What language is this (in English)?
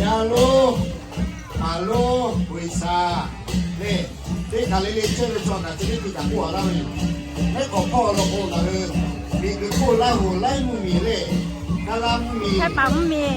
Lahu